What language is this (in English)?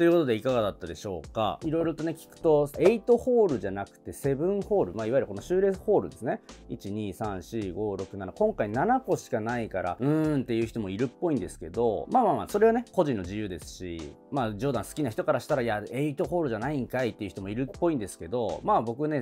Japanese